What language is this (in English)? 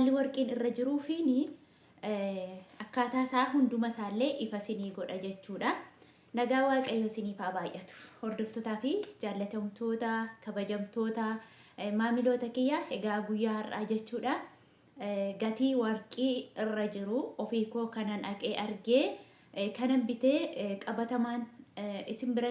Oromo